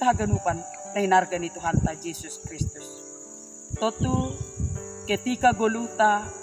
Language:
Batak Simalungun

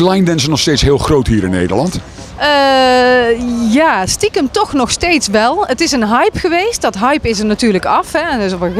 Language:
Dutch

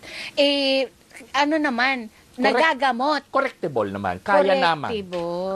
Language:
Filipino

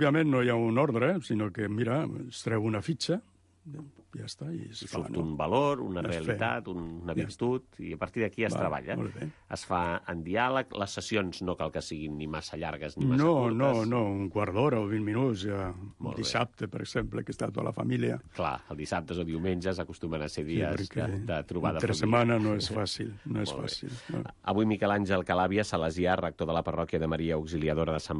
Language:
Catalan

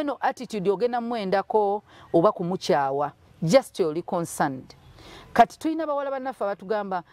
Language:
Ganda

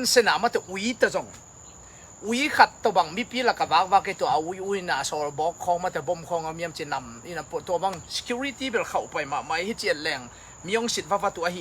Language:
Tedim Chin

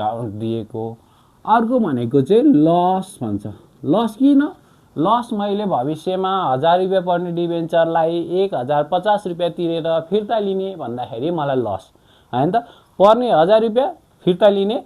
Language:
Nepali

